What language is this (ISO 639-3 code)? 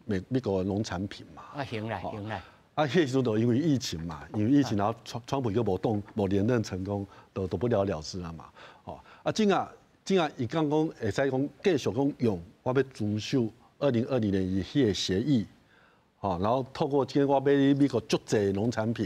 nan